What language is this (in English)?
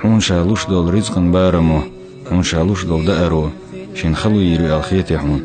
Chechen